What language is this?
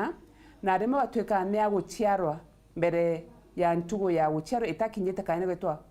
Meru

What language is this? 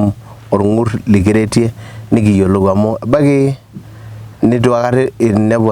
Masai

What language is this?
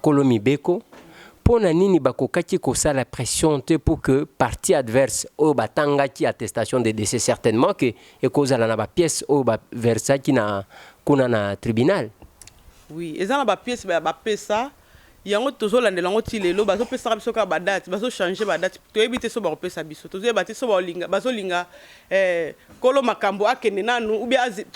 Lingala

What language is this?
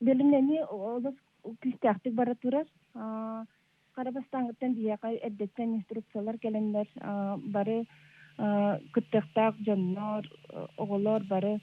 Yakut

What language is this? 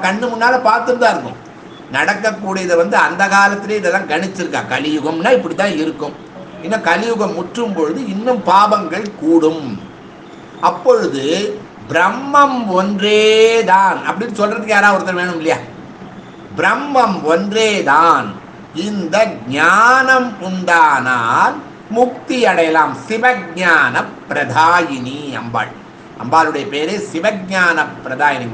Tamil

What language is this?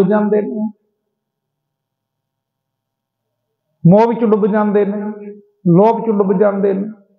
Punjabi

